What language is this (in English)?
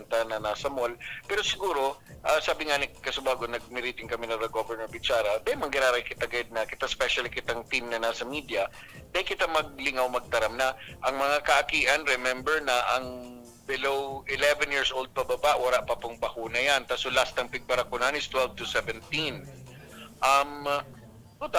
Bikol